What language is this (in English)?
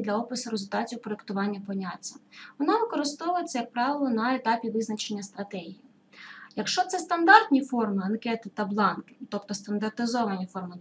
Ukrainian